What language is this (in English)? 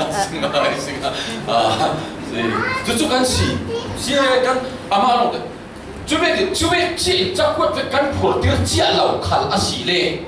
Falam Chin